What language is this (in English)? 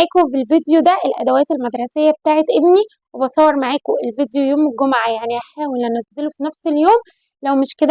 Egyptian Arabic